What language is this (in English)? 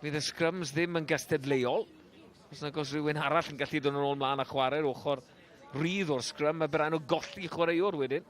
Welsh